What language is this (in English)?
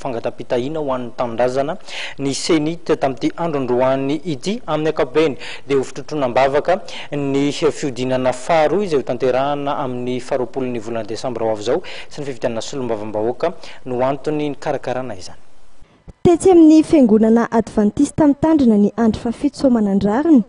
Malagasy